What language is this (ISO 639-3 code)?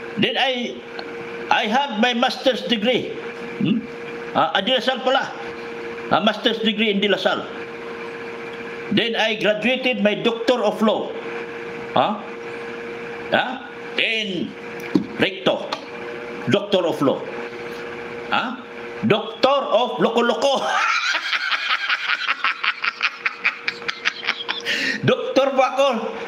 fil